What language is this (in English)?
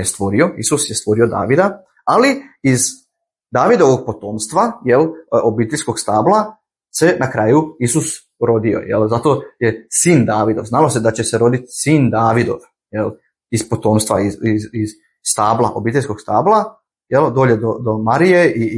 Bosnian